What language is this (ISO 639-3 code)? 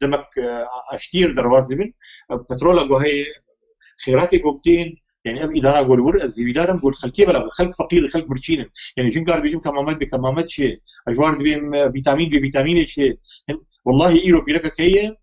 kur